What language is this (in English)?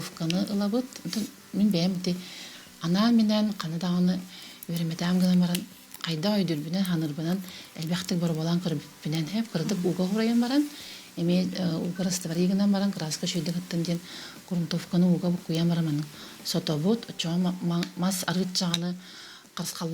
Yakut